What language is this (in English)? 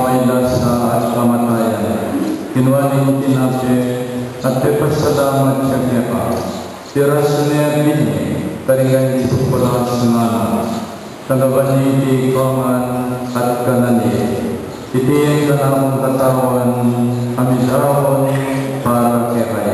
Pampanga